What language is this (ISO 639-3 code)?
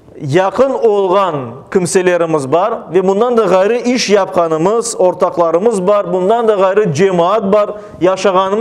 crh